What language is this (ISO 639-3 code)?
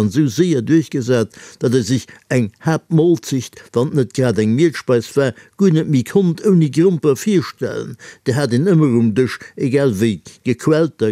ltz